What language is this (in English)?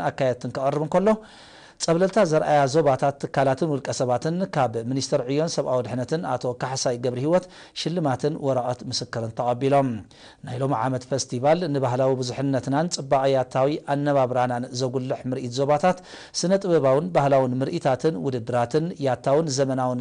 Tigrinya